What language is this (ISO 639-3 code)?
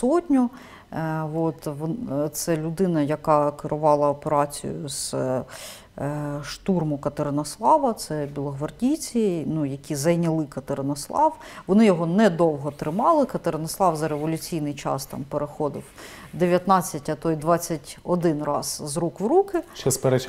ukr